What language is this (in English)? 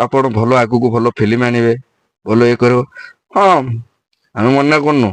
Odia